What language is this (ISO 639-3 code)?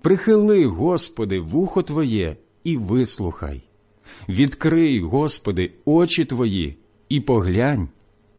ukr